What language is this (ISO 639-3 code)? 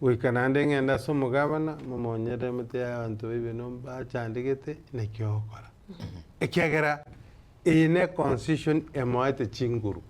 guz